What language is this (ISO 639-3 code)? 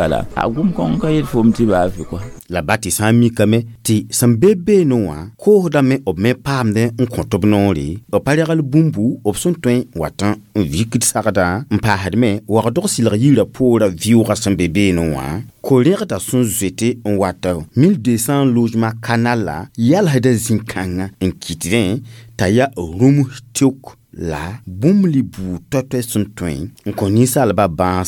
mos